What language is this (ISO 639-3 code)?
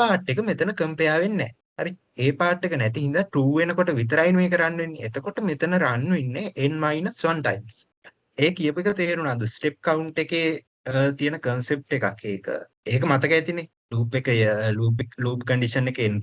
sin